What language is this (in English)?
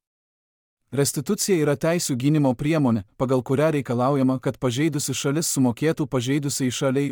Lithuanian